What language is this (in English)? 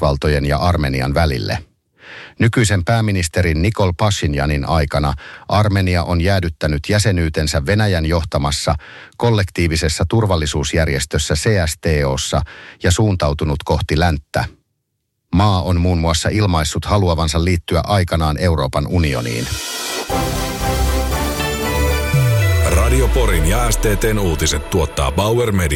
Finnish